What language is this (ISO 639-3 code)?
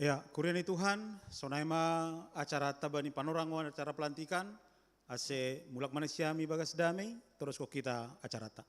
bts